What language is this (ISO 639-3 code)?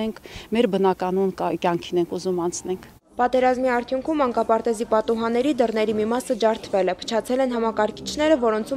hye